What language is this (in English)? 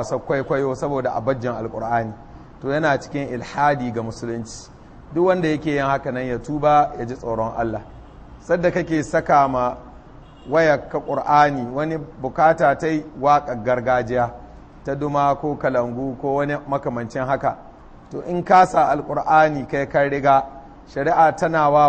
Hausa